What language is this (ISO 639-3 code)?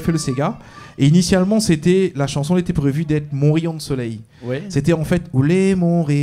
rcf